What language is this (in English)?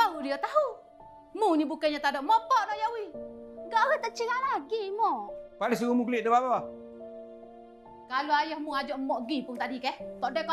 Malay